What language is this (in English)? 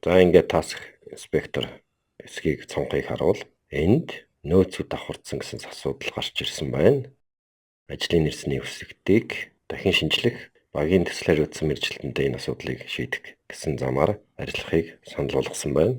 Mongolian